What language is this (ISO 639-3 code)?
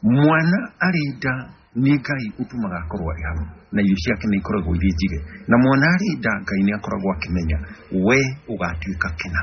kik